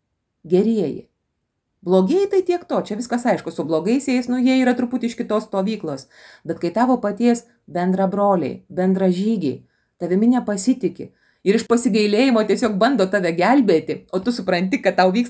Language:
Lithuanian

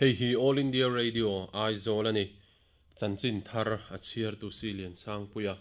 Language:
Mizo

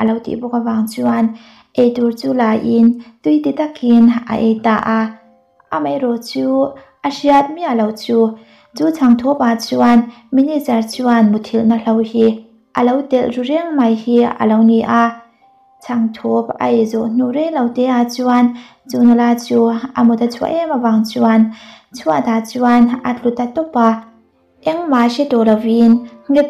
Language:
Mizo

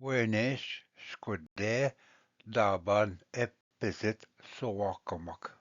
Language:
Ojibwa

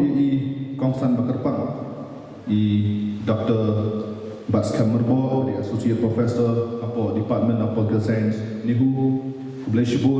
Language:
Khasi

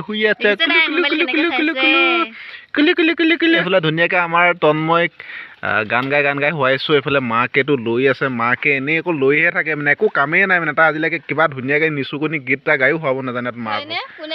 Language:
Assamese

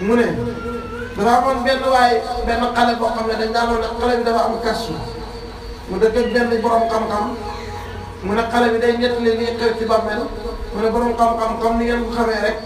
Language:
Wolof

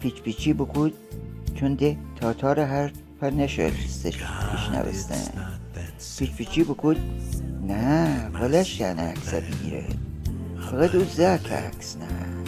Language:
Gilaki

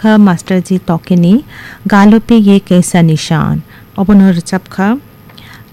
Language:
Kok Borok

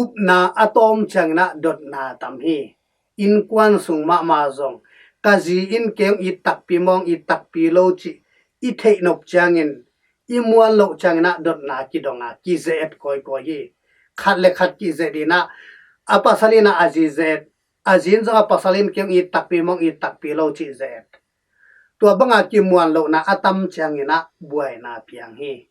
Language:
Tedim Chin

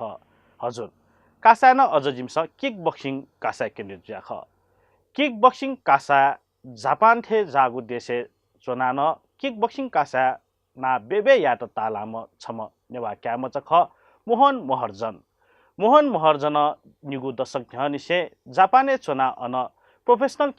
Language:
Newari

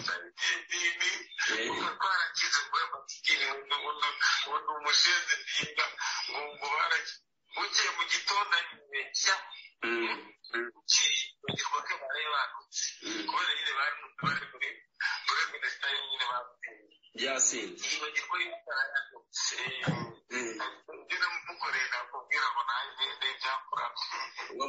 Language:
Kinyarwanda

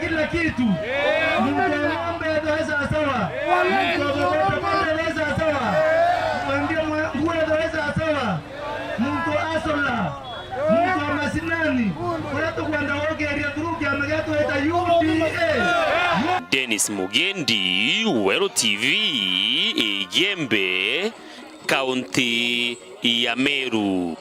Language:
Meru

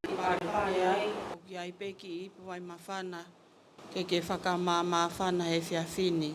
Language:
Tongan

